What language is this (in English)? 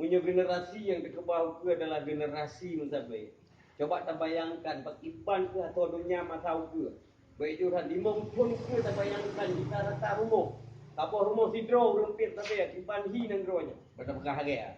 Achinese